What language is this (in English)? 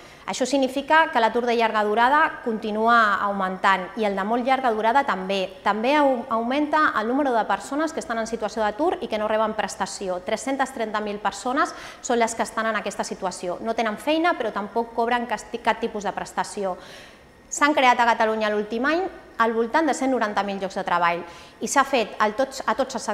Catalan